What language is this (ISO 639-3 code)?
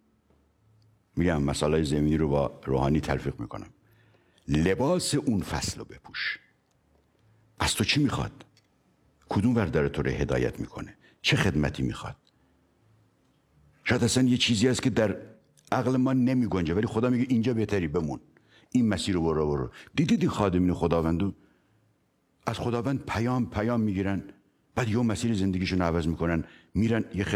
fas